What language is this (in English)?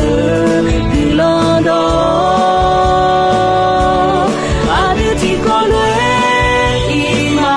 Akha